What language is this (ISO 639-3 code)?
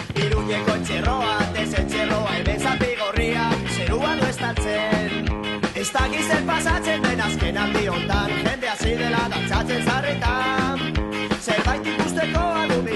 eus